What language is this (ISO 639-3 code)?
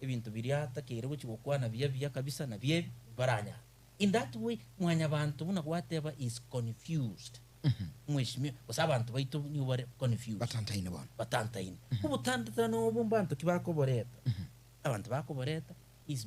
guz